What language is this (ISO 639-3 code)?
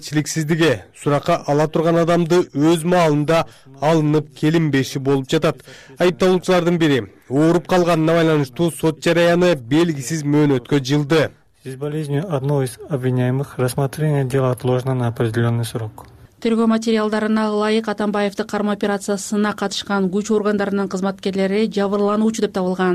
kir